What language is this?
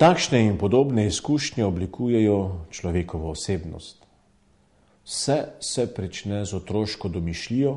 Slovenian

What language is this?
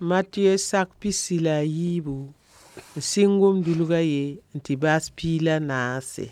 Mossi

